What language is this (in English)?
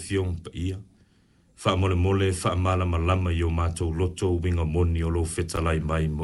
Samoan